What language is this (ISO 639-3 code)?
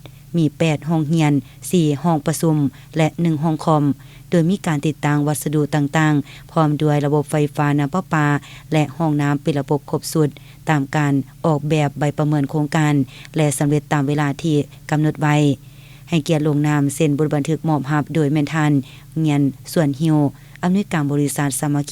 lao